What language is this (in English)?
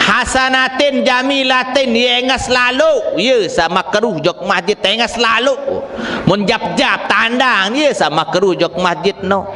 Sasak